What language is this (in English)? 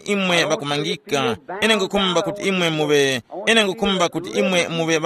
Tumbuka